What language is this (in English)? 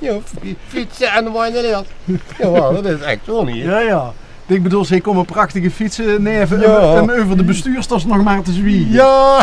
Limburgish